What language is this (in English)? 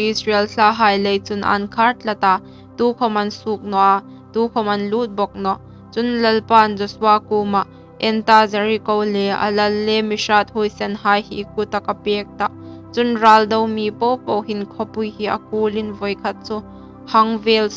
Hmar